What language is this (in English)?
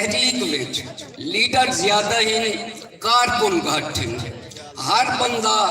Saraiki